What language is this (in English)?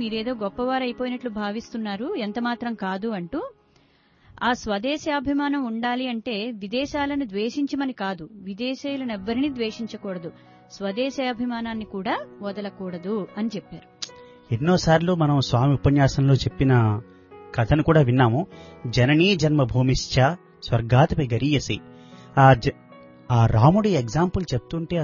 Telugu